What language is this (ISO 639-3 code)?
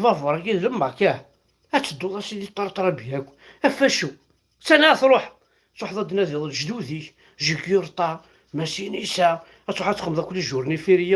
kab